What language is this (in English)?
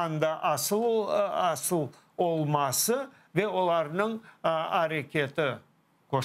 Crimean Tatar